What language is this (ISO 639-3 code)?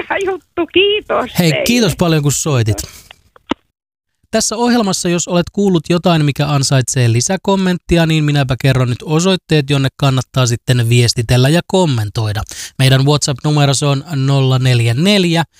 fin